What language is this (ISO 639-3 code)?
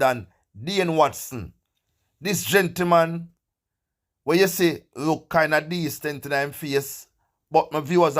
jam